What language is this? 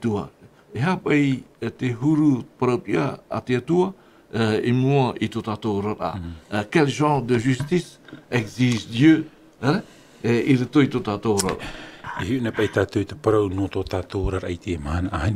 Tahitian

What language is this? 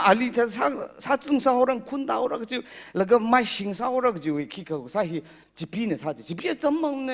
Tangkhul Naga (India)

